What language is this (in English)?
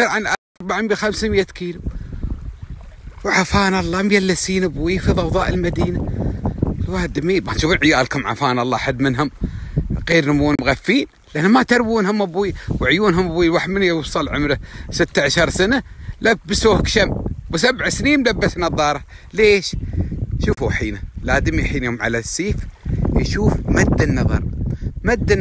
Gulf Arabic